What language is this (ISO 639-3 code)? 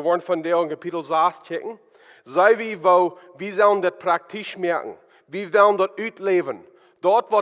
pdt